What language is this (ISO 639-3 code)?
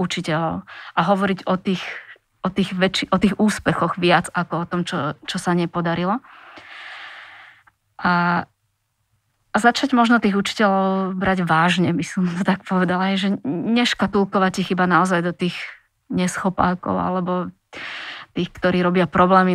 slk